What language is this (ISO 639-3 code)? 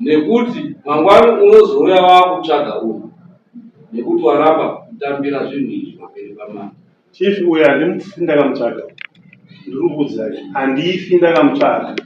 sna